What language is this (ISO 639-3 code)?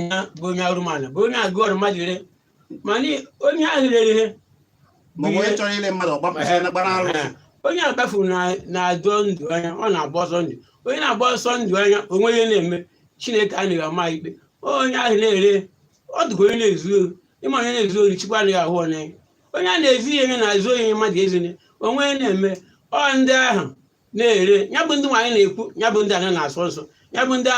ibo